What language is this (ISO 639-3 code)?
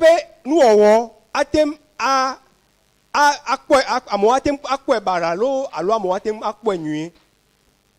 ewe